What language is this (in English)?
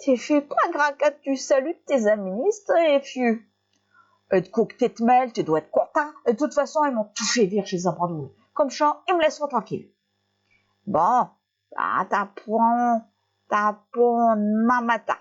Picard